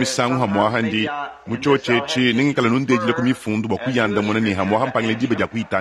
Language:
Luba-Lulua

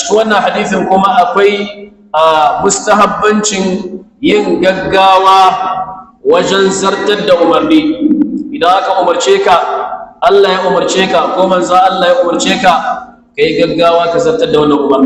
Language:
Hausa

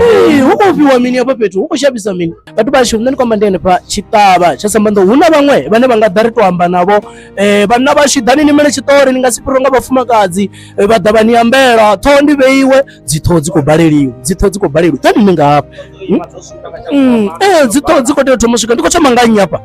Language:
Venda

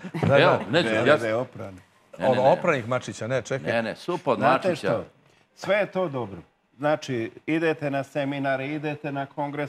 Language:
Serbian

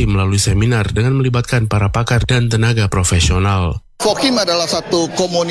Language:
Indonesian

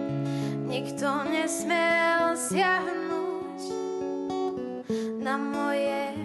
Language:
Slovak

